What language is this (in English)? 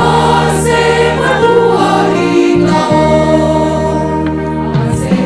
Batak Simalungun